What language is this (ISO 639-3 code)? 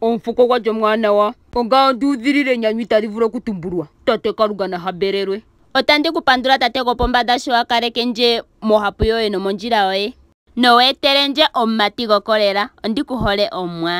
ndo